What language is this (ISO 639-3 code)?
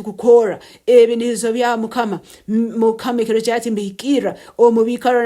nyn